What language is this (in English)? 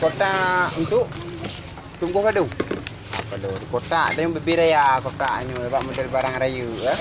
Achinese